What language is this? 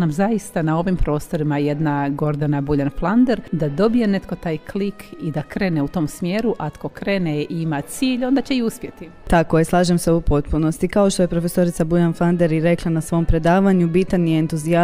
Croatian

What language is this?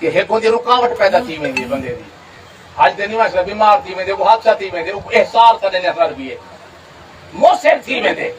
Saraiki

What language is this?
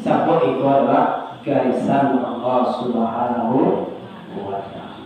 Minangkabau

